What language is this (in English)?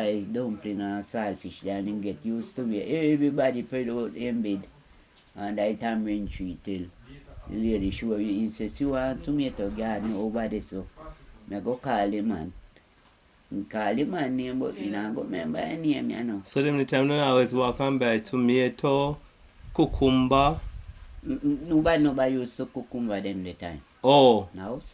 Jamaican Creole English